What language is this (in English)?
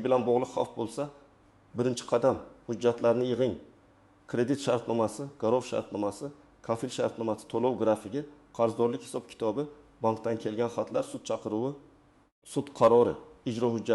Uzbek